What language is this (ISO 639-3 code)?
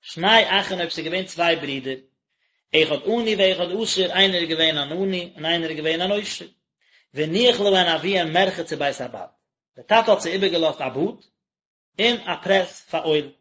yid